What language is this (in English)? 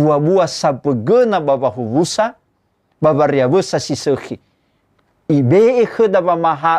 Nias